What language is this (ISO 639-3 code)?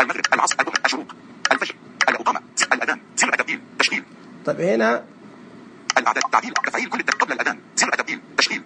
ars